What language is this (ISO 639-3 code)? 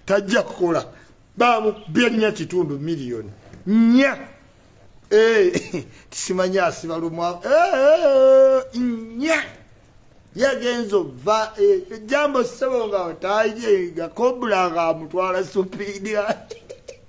lug